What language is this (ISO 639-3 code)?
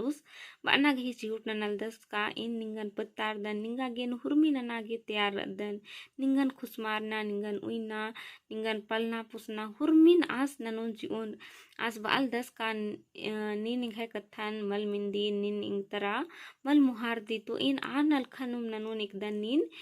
kru